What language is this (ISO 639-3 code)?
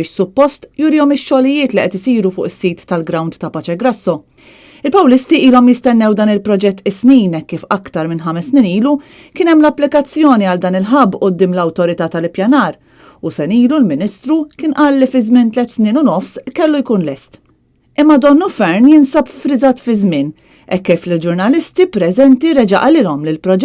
mlt